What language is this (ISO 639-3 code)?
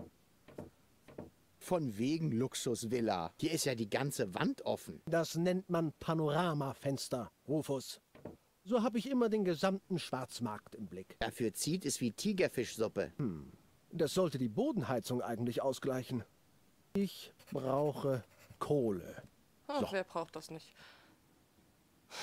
deu